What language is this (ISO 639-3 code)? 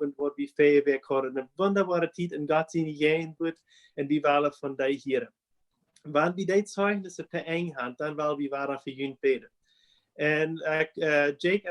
pdt